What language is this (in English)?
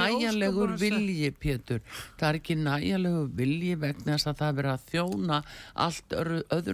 Icelandic